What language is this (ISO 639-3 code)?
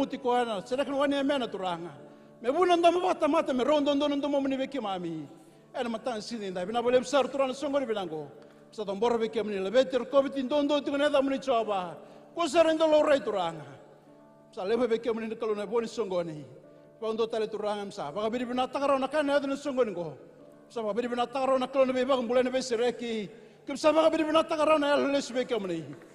fij